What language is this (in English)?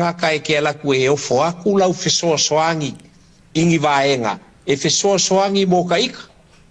Samoan